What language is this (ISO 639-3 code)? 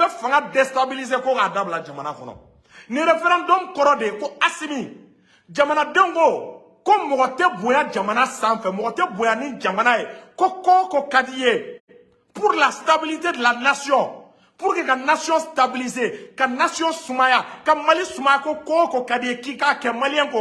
bam